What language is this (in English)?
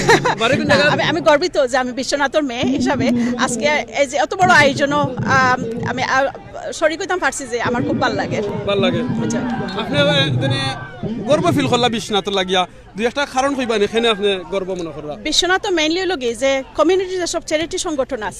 Sylheti